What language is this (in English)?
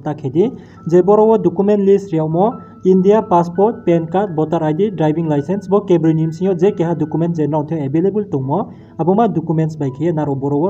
Riang (India)